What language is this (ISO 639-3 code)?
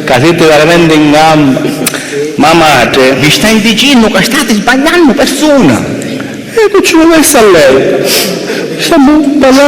scn